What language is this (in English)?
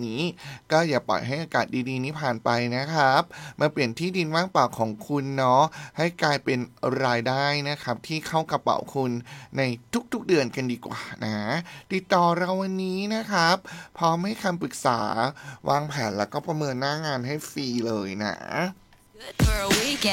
Thai